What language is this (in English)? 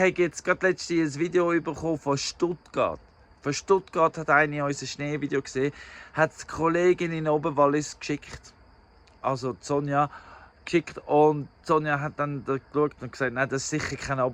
Swiss German